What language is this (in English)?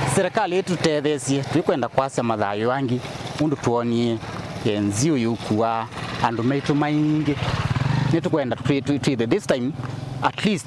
Kamba